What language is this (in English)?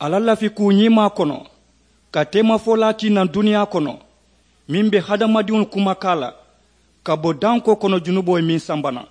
Mandingo